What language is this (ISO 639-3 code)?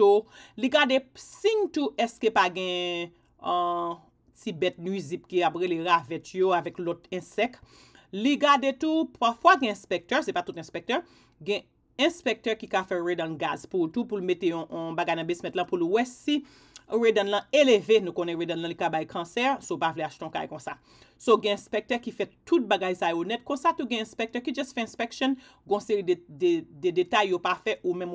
hat